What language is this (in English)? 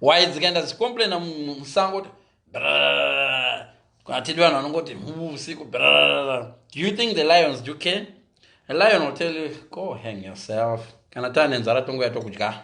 Shona